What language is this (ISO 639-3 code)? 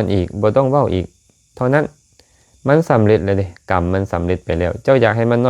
lao